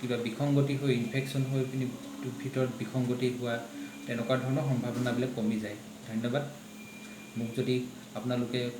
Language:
Assamese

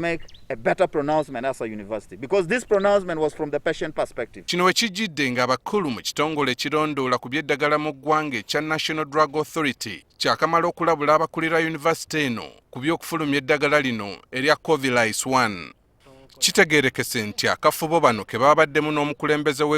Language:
Ganda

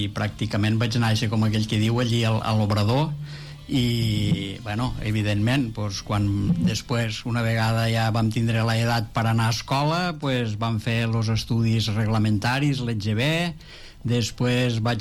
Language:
Catalan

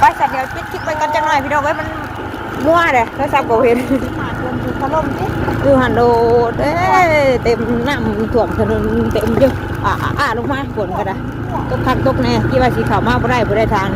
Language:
Northeastern Thai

